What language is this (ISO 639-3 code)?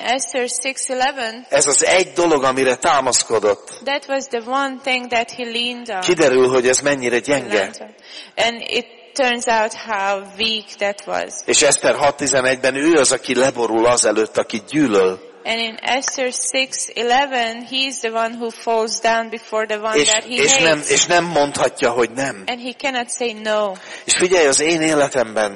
hun